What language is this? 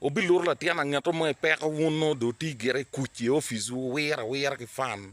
Acoli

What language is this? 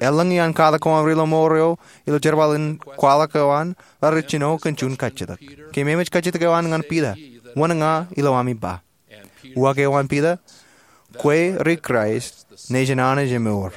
Marshallese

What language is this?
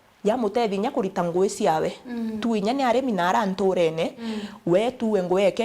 Meru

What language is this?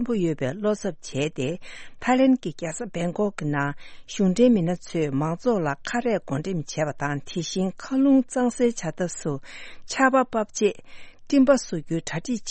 Tibetan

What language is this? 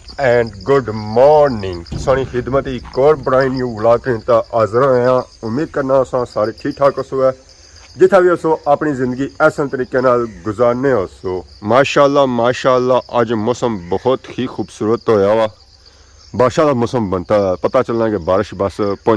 Pahari-Potwari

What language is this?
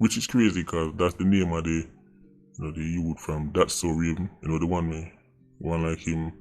Jamaican Creole English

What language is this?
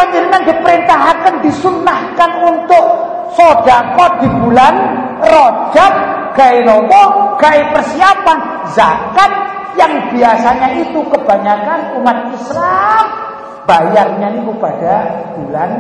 Javanese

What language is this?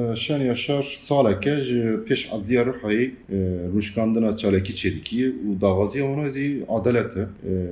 Kurdish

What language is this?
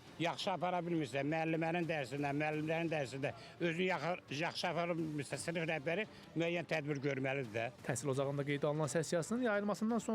Azerbaijani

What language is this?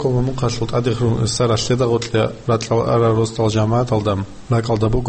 Avaric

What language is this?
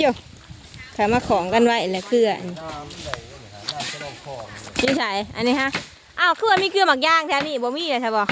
Northeastern Thai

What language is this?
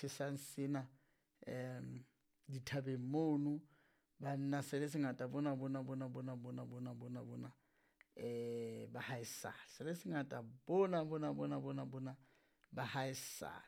Southern Sotho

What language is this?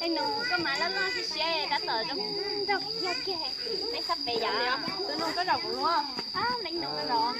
Hmong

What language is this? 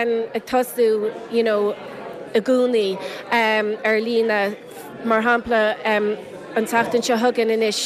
Irish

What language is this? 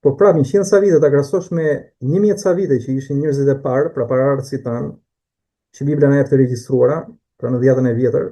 Albanian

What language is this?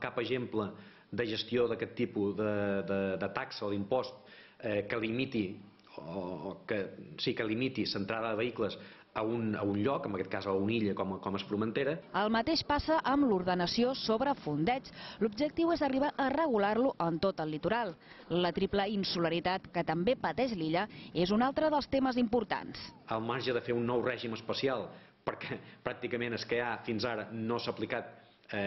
Catalan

